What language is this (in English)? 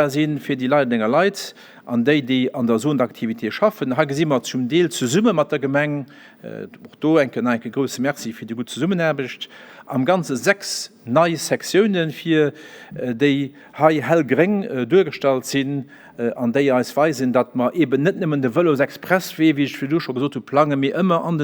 Luxembourgish